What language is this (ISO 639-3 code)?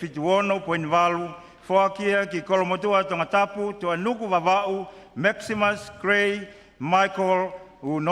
ton